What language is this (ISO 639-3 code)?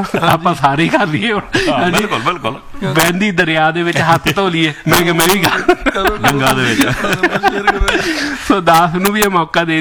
pan